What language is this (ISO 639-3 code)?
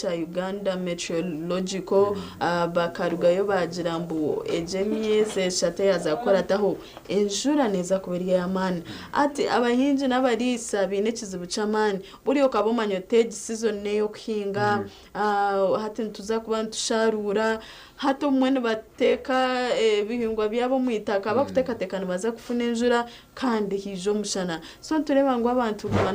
nyn